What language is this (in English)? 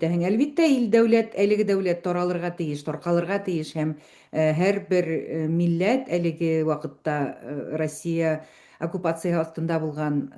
Bashkir